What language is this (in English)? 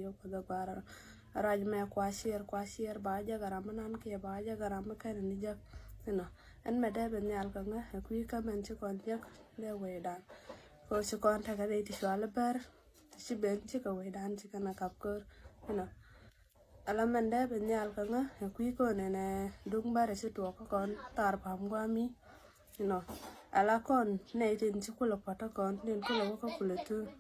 Nuer